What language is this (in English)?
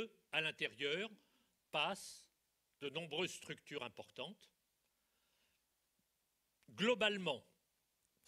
French